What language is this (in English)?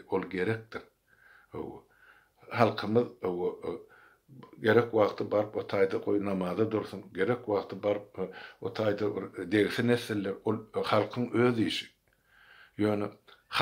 Turkmen